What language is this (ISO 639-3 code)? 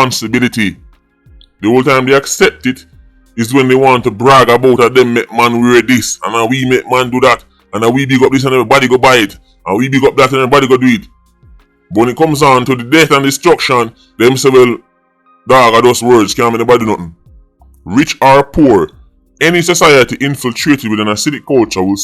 jam